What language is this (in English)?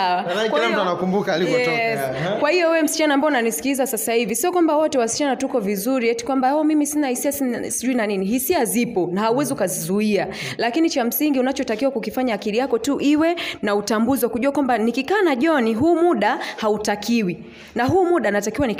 Swahili